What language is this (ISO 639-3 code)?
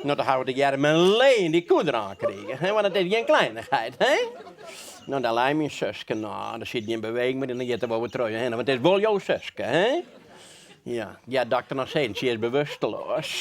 fry